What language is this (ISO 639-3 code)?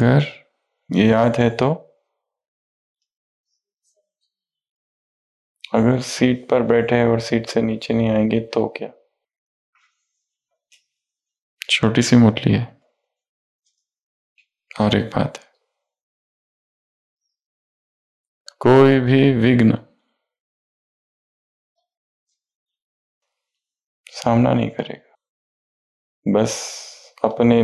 hin